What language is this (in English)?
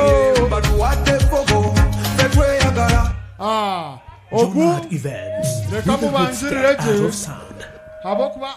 Nyankole